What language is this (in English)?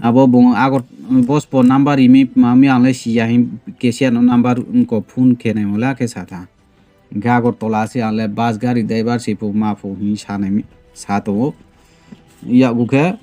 Riang (India)